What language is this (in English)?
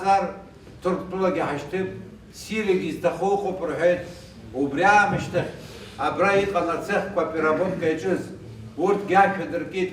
Abkhazian